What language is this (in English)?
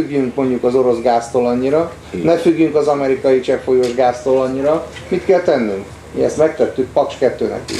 Hungarian